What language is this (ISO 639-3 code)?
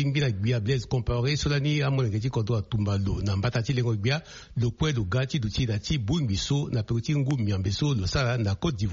sag